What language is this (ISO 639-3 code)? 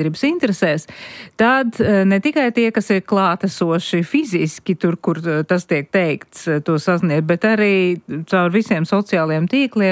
lav